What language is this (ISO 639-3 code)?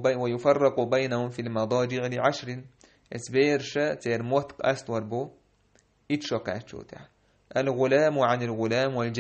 che